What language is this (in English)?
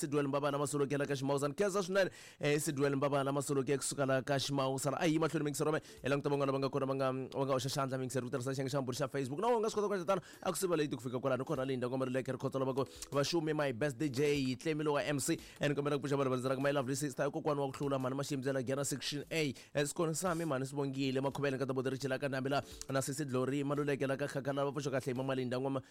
Tsonga